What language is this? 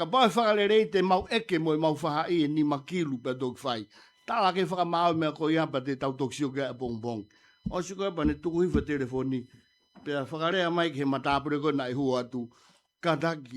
Tongan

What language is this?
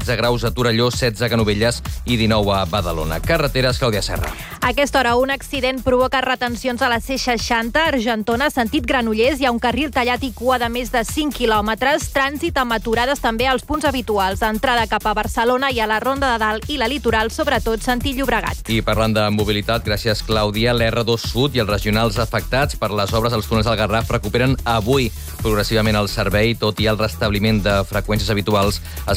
Catalan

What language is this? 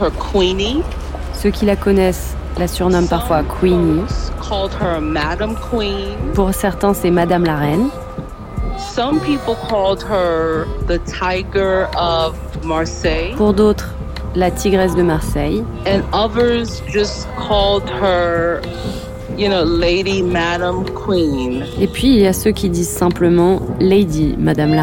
French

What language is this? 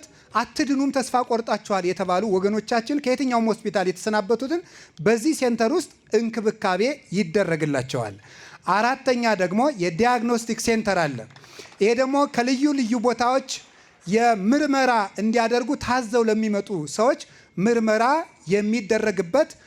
Amharic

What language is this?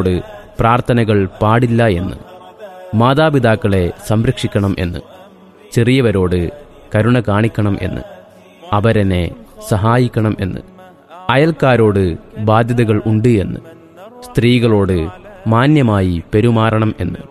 Malayalam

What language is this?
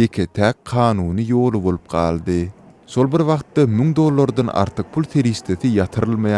Turkmen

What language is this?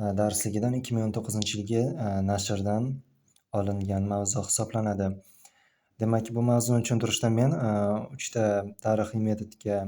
Uzbek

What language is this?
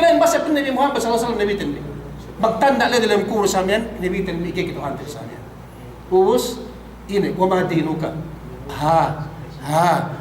Yakan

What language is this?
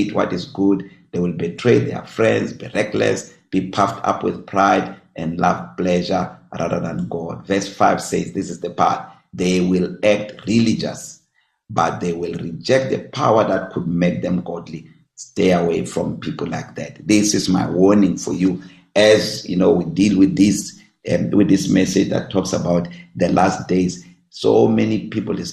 English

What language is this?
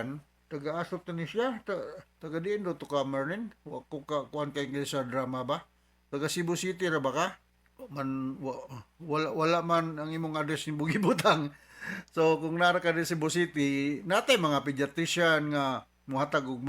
Cebuano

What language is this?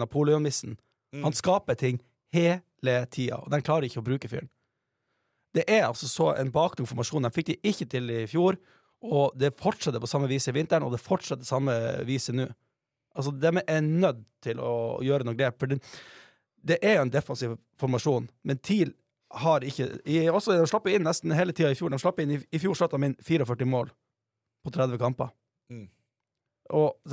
Norwegian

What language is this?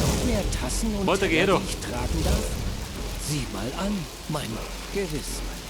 Bavarian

